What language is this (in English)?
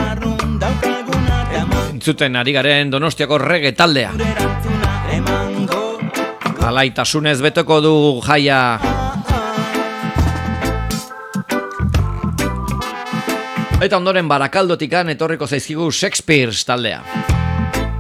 Basque